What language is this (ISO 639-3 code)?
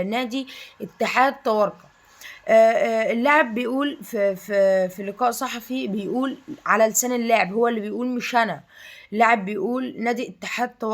arz